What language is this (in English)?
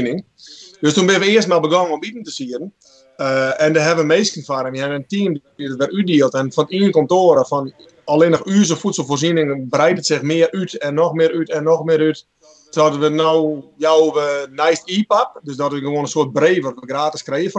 Western Frisian